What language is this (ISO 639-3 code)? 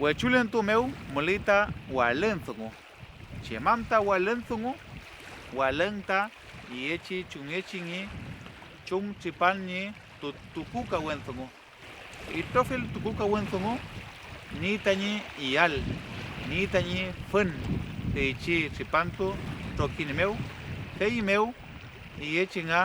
arn